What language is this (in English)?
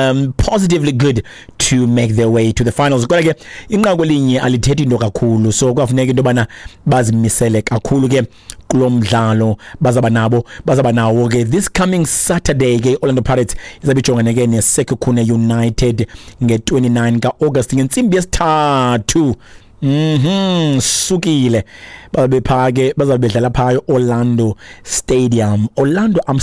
Xhosa